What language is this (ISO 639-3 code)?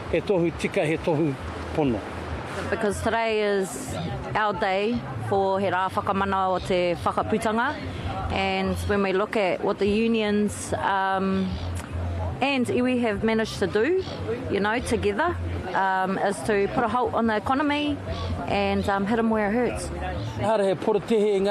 mri